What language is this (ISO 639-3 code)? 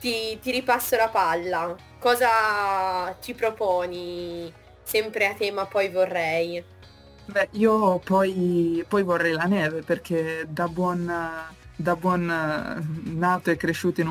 ita